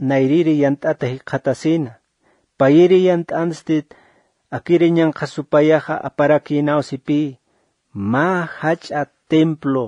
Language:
Aymara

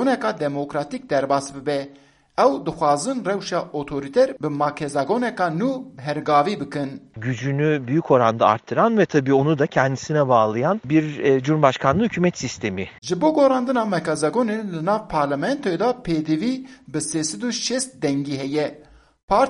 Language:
Kurdish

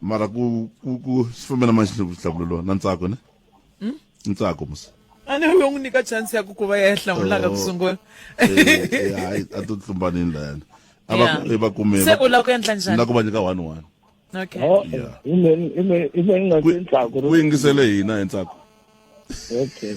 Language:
Tsonga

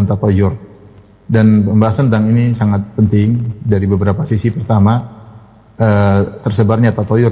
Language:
Indonesian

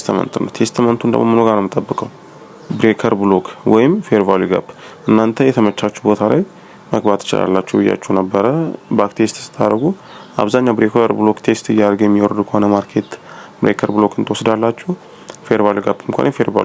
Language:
Amharic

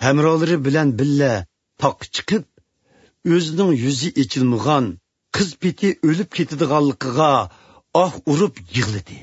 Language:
Uyghur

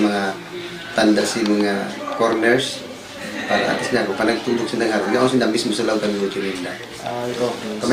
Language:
Bikol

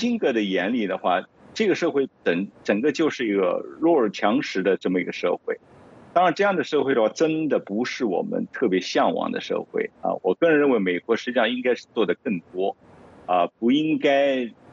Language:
Chinese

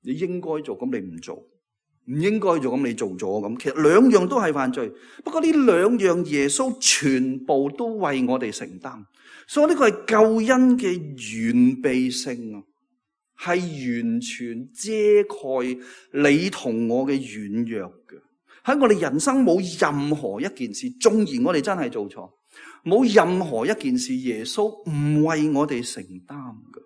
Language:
Cantonese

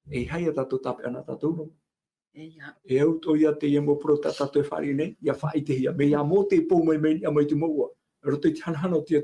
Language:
Tahitian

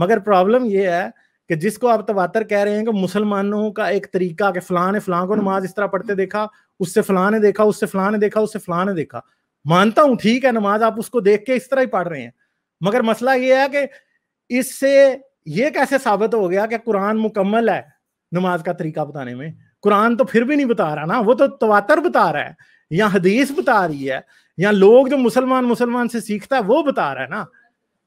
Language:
Urdu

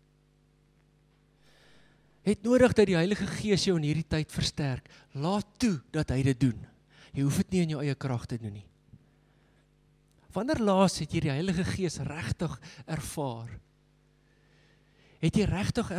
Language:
Afrikaans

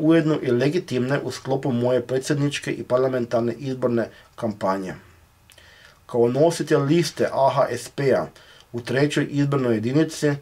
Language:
Croatian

